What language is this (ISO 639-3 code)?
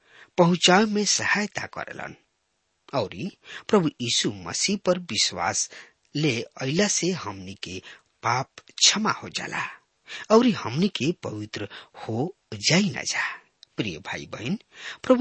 bho